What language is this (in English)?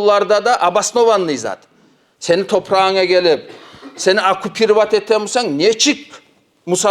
Kumyk